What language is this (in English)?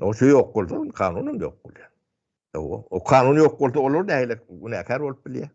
Turkmen